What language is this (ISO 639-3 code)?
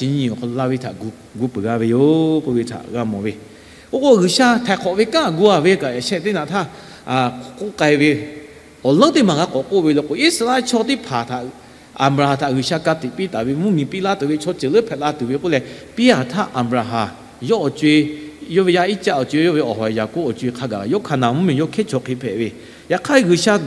lhu